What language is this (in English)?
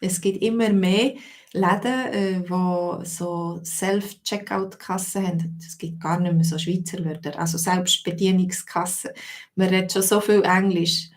Swiss German